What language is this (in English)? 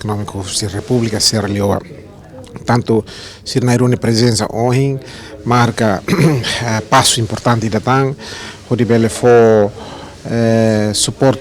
Tetum